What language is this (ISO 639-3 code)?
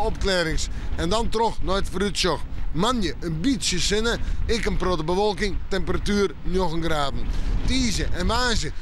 fry